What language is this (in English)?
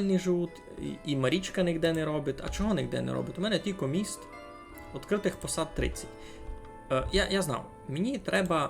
Rusyn